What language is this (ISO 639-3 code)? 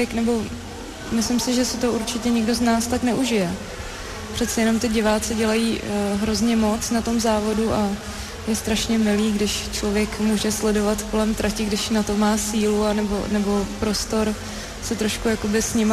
ces